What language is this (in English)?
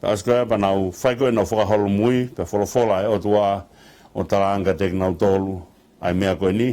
Tongan